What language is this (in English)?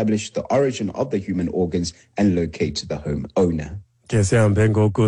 Xhosa